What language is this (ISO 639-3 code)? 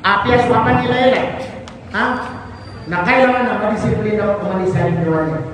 mrw